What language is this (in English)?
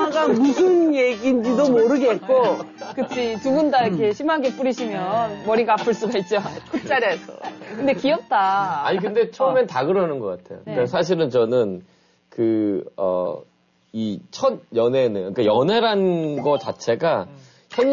Korean